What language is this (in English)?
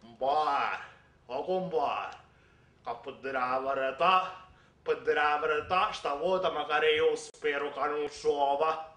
Sicilian